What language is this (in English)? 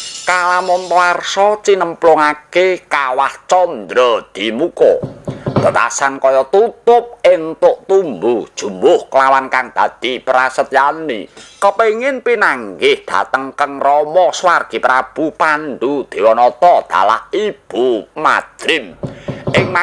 Javanese